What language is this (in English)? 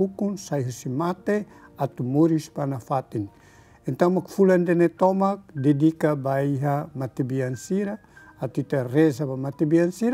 Tetum